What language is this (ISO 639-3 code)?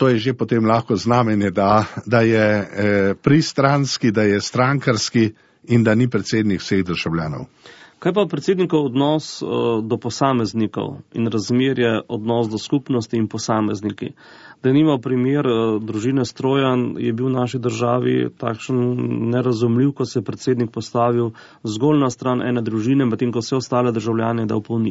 slv